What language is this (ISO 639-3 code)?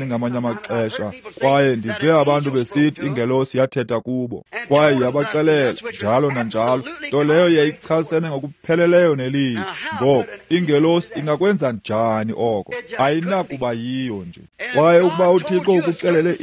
xho